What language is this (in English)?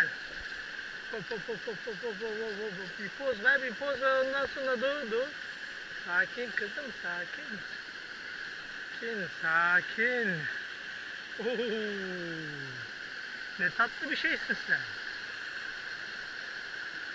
Turkish